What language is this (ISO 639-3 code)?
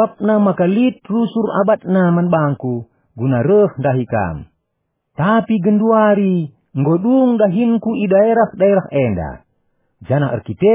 btx